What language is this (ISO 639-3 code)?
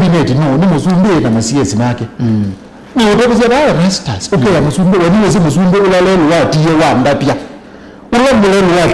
kam